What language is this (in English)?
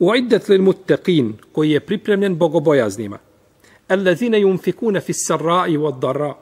Bosnian